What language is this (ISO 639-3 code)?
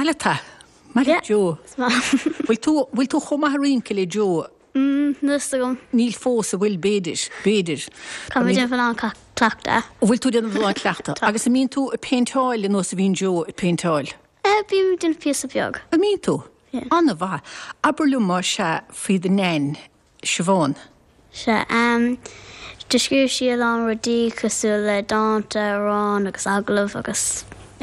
gle